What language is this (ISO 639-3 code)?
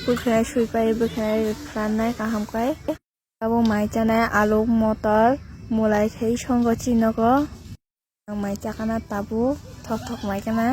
trp